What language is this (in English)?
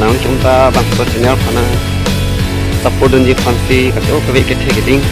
Karbi